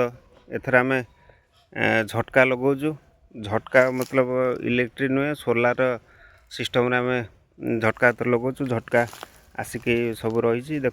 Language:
Odia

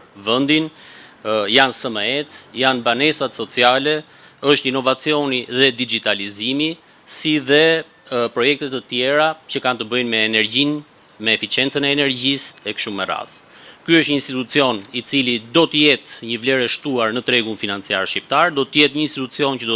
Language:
Albanian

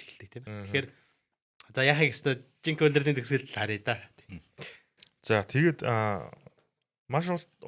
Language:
Mongolian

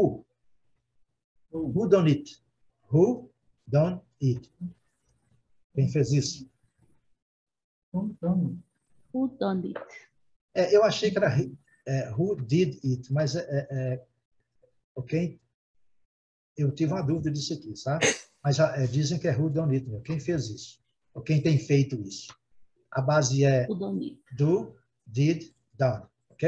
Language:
Portuguese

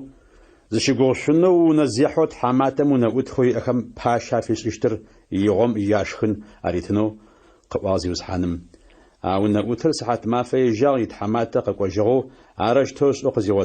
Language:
Adyghe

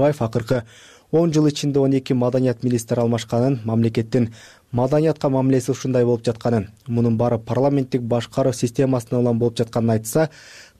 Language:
Kyrgyz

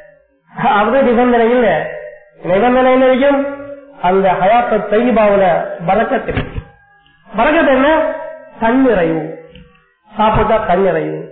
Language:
Tamil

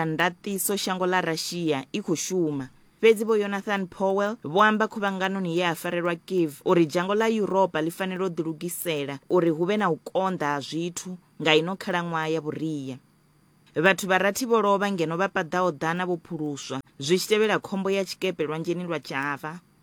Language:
Venda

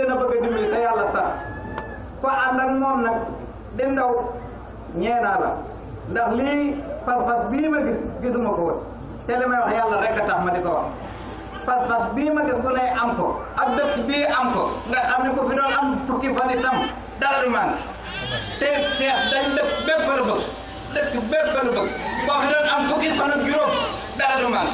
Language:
Wolof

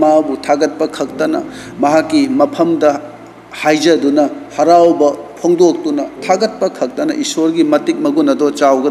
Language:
Manipuri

